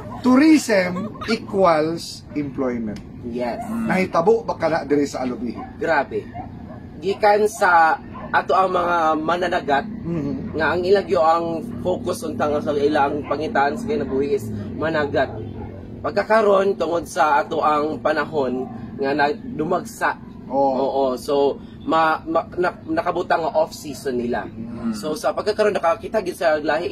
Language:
Cebuano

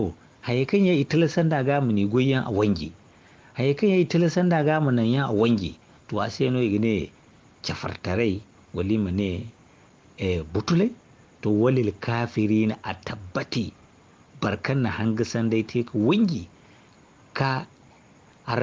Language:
Zarma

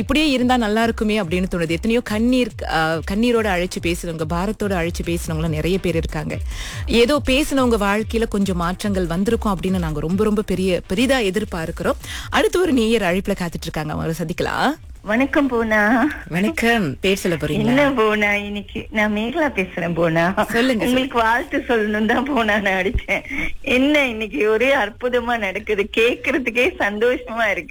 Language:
Tamil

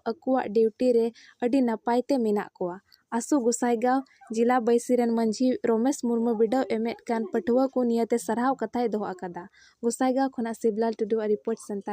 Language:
Santali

